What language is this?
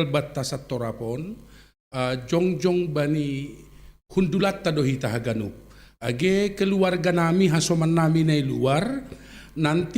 Batak Simalungun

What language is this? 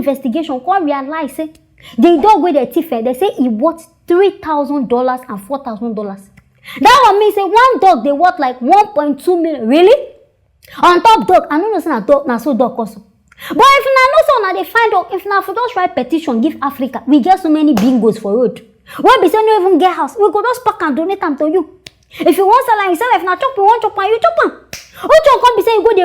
Nigerian Pidgin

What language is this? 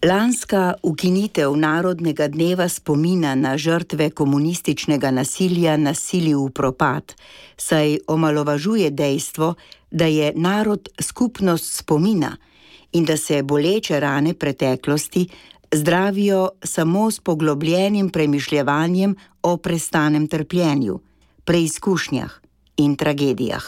Slovenian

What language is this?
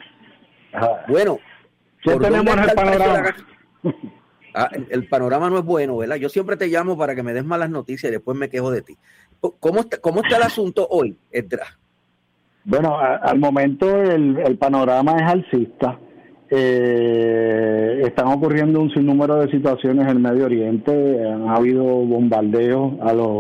Spanish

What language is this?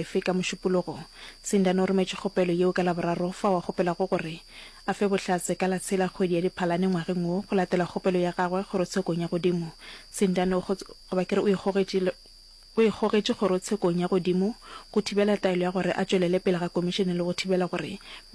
Northern Sotho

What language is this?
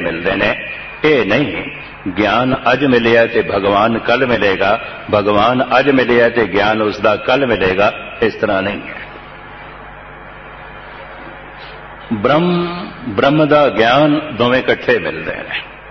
Punjabi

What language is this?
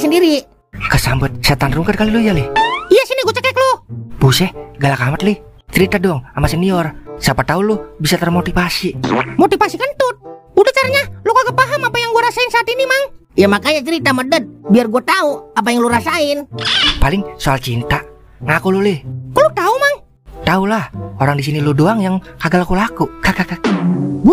Betawi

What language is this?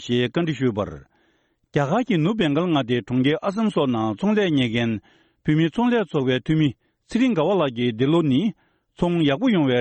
Tibetan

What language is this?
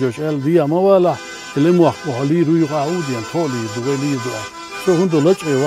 Chechen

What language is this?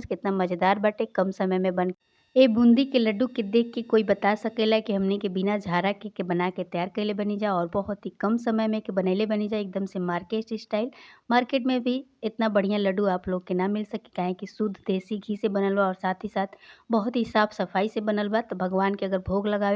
Bhojpuri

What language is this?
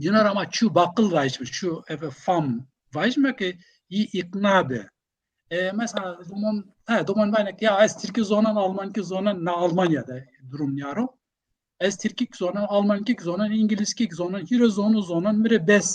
Zaza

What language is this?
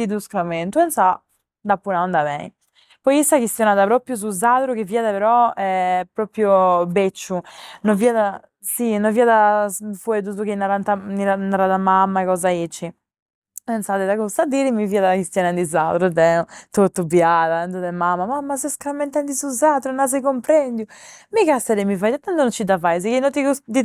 Sardinian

